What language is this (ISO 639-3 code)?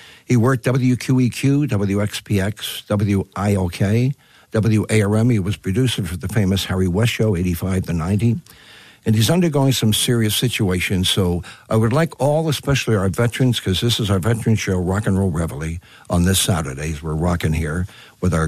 eng